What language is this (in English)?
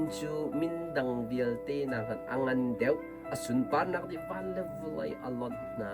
Hakha Chin